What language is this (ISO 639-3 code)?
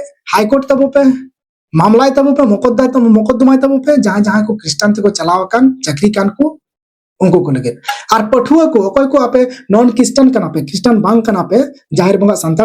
sat